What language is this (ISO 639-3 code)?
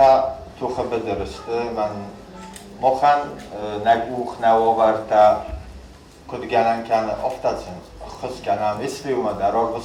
oss